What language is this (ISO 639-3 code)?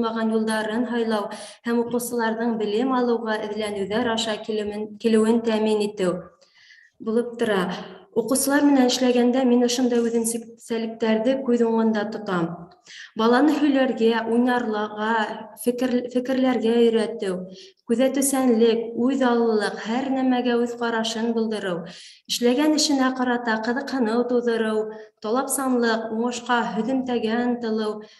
bak